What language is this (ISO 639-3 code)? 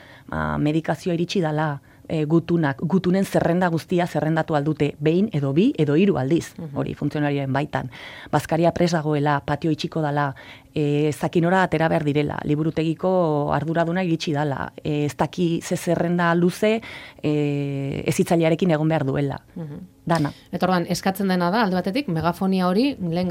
eus